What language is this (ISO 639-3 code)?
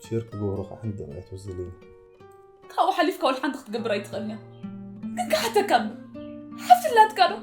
tir